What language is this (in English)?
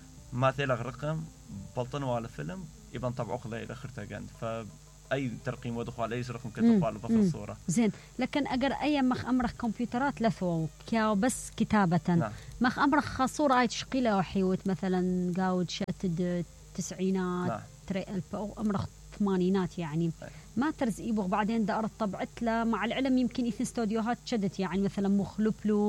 Mesopotamian Arabic